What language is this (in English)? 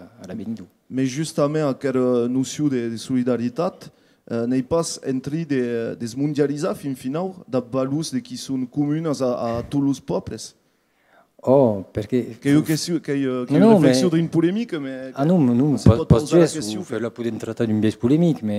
Occitan